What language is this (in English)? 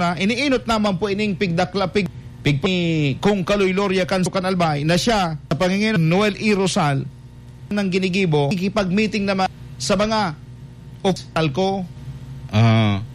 Bikol